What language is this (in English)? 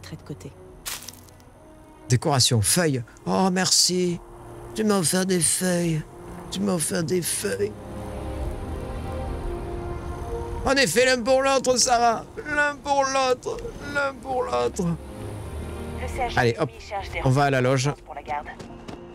French